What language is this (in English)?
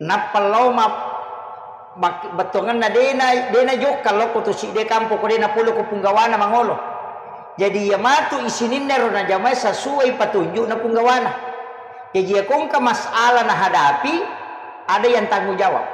Buginese